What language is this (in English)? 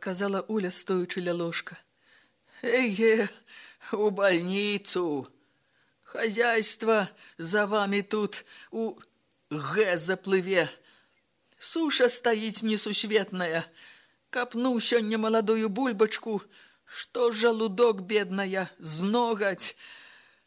Belarusian